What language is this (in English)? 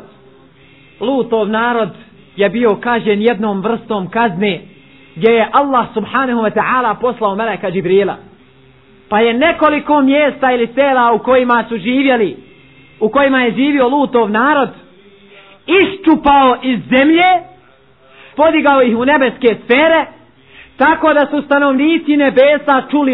Bosnian